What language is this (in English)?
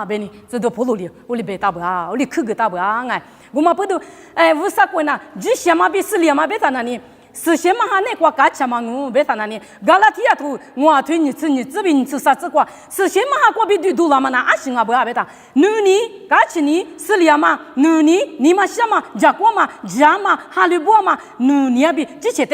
Lisu